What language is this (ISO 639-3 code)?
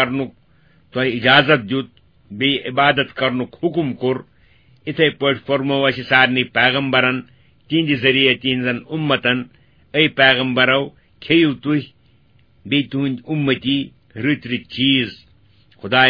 kas